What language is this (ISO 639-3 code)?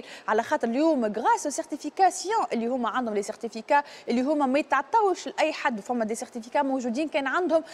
aeb